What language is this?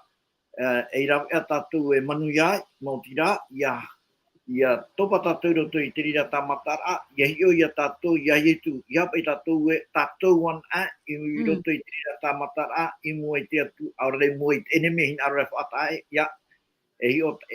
Tahitian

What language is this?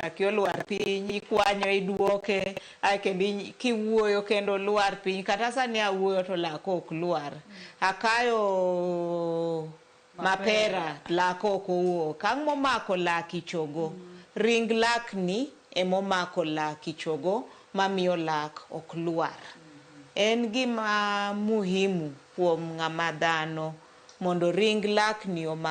Luo (Kenya and Tanzania)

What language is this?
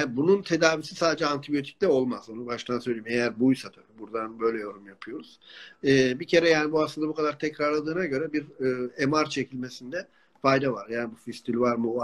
Turkish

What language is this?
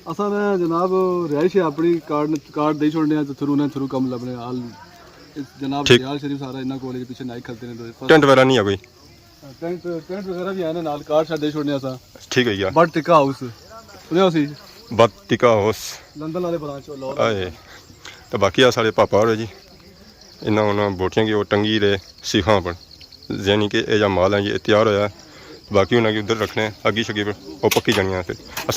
Pahari-Potwari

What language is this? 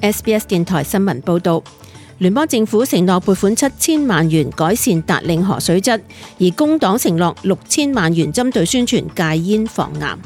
Cantonese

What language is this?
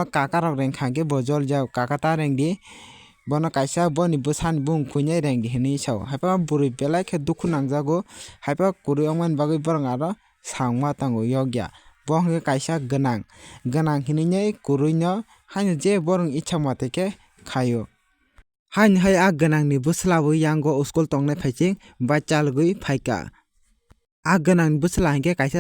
Kok Borok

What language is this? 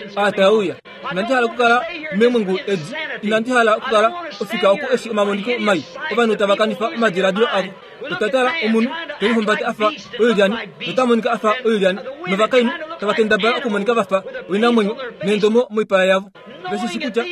Kuanyama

